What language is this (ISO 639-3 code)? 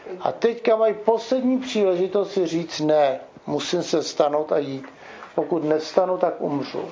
ces